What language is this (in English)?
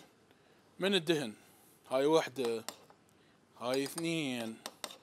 Mesopotamian Arabic